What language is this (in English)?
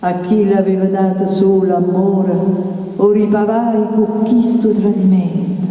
Neapolitan